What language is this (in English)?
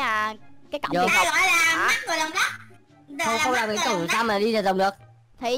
Vietnamese